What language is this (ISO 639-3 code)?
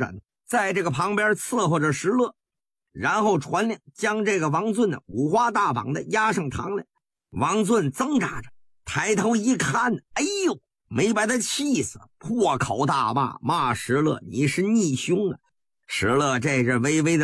zho